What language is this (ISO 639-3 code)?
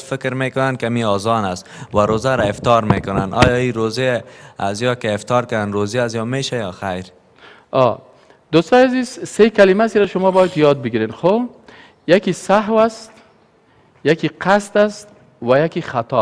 fas